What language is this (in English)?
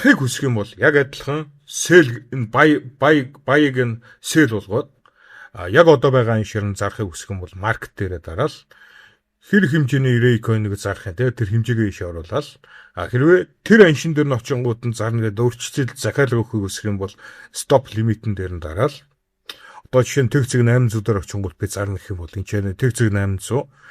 Mongolian